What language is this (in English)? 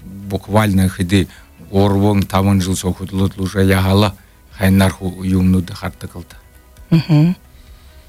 Buriat